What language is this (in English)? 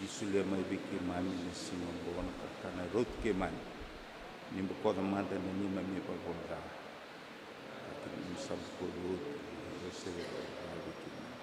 Fijian